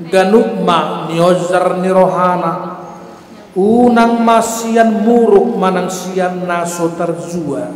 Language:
Batak Toba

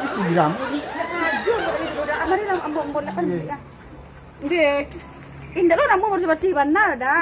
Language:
Minangkabau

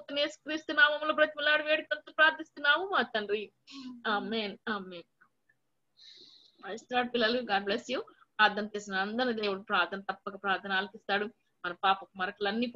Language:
Telugu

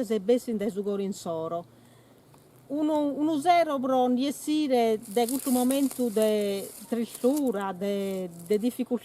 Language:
Sardinian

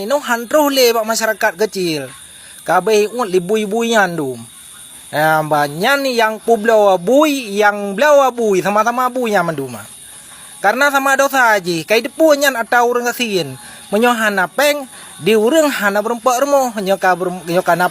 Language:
Achinese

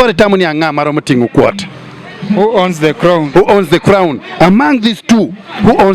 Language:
Acoli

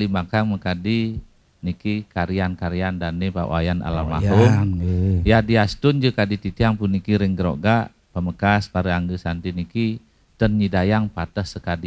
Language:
Balinese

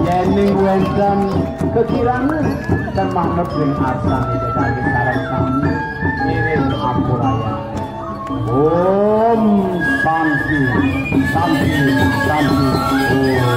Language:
Balinese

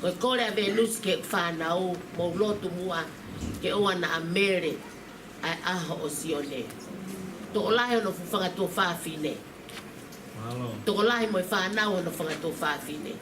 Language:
Tongan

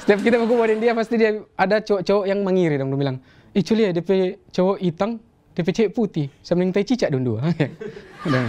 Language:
Manado Malay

